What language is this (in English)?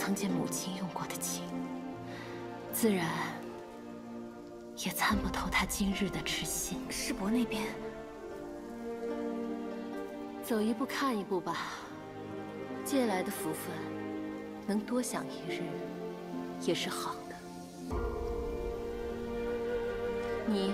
Chinese